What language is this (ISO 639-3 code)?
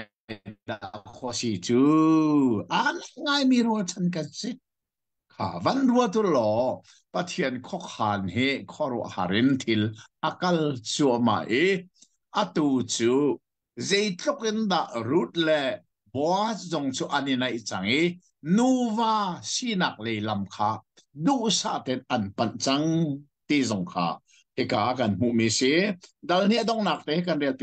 cnh